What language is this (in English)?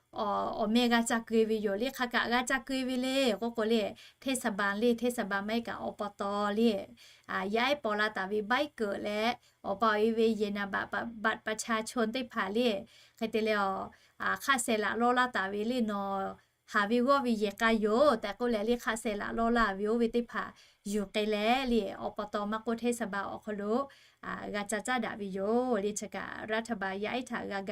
Lahu